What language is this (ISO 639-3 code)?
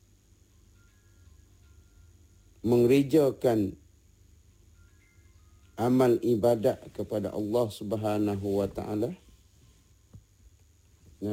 msa